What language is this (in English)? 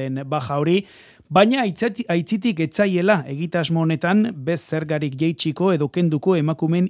Basque